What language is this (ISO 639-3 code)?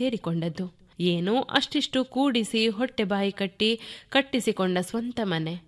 kan